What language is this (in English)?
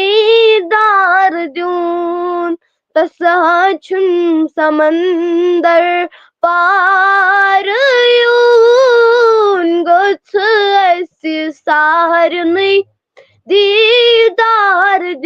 Kashmiri